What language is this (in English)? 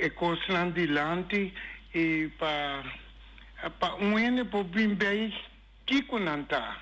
Papiamento